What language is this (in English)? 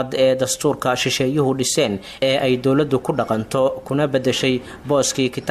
Somali